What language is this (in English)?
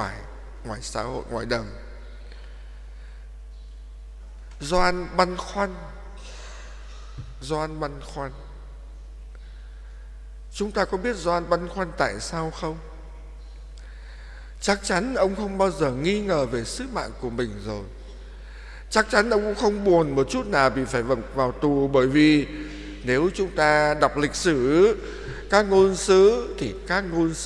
Vietnamese